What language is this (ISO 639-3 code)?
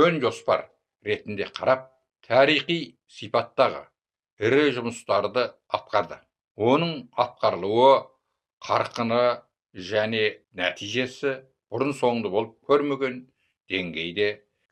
kaz